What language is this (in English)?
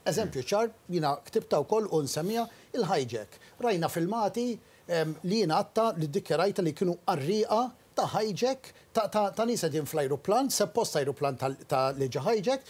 Maltese